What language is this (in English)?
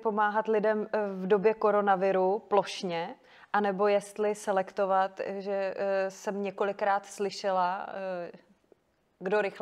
Czech